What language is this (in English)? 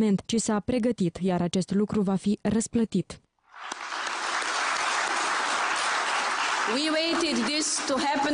Romanian